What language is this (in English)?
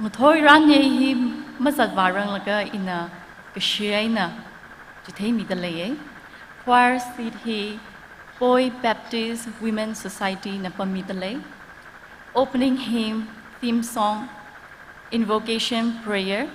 Tangkhul Naga (India)